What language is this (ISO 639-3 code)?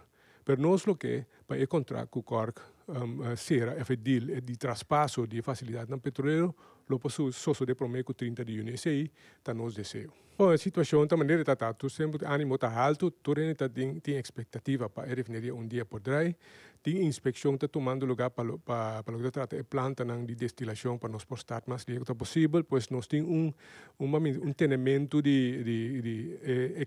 pap